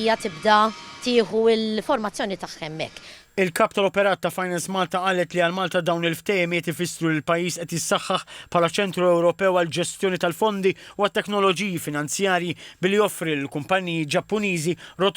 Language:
Maltese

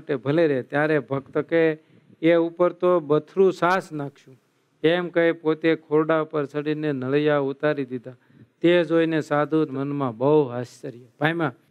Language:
Gujarati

